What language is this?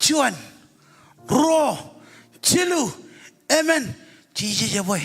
Marshallese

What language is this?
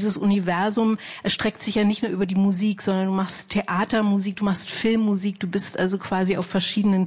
German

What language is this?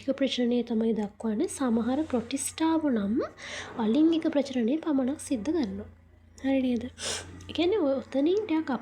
Sinhala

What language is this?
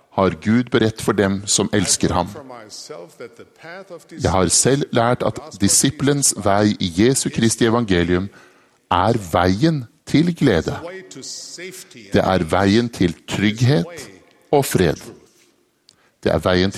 Norwegian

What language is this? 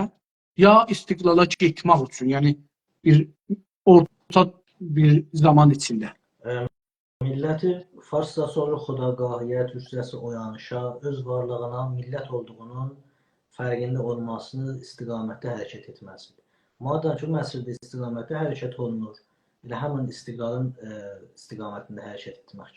South Azerbaijani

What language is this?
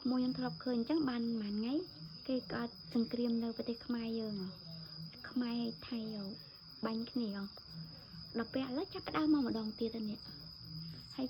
Khmer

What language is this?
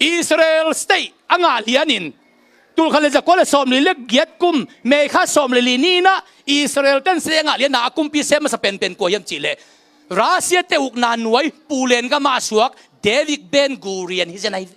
Tedim Chin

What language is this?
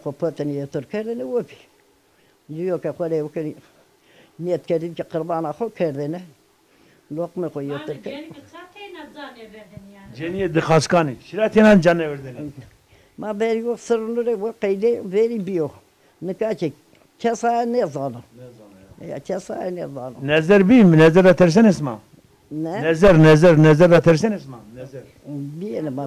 Zaza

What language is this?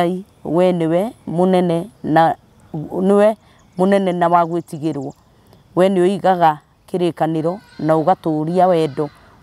Kikuyu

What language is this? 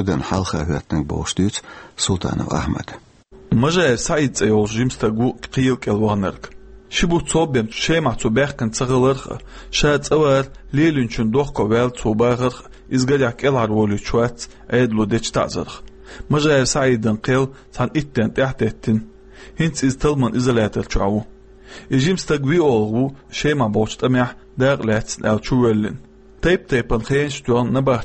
Chechen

